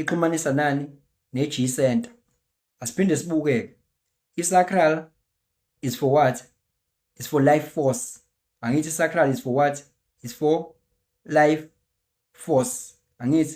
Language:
Zulu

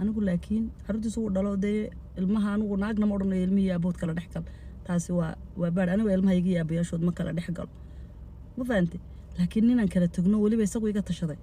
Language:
Somali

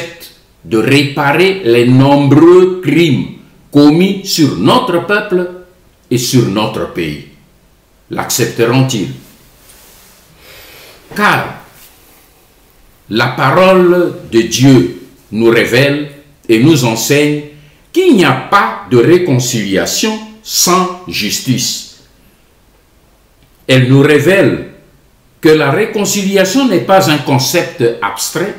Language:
French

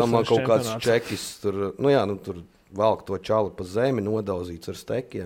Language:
Latvian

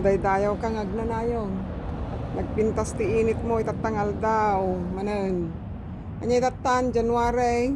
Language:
Iloko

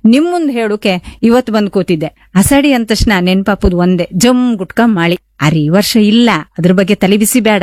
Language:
Kannada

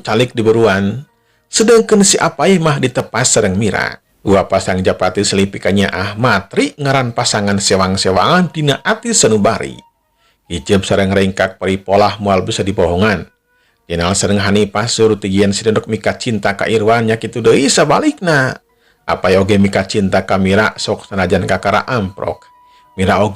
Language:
Sundanese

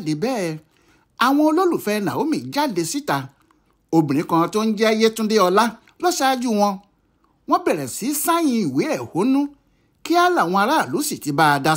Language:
Yoruba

